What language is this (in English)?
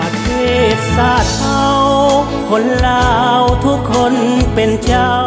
Lao